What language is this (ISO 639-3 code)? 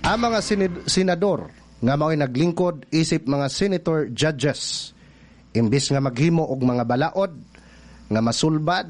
ceb